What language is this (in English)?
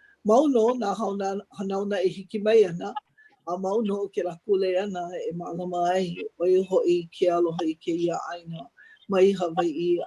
Hawaiian